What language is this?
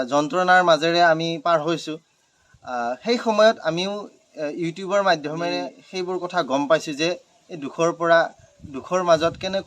Assamese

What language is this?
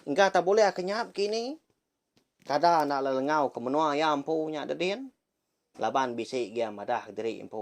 Iban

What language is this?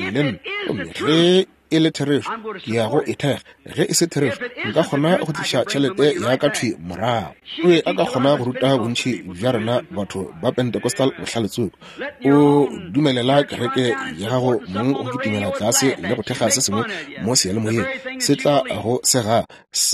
Northern Sotho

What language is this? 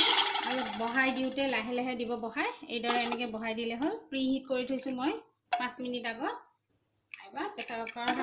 Assamese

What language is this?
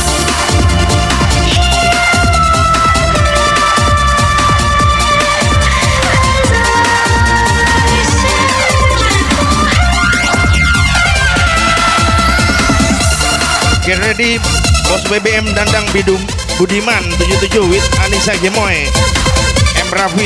Indonesian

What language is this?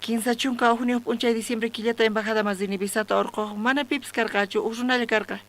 South Bolivian Quechua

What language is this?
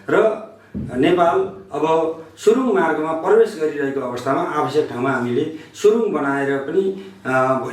Nepali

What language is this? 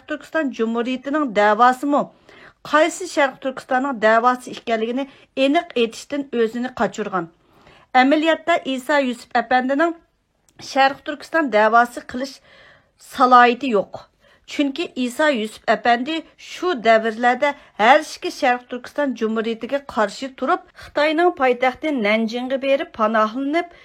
Uyghur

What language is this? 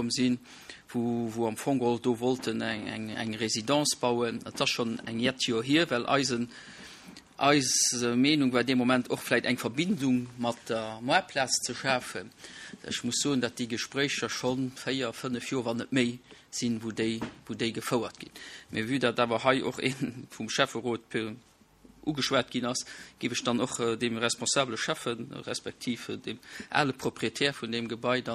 Luxembourgish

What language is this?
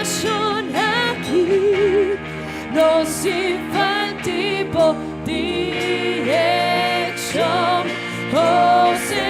Papiamento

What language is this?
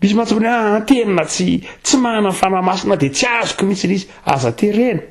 Malagasy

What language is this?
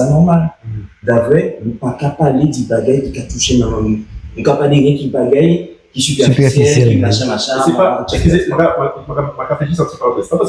Guadeloupean Creole French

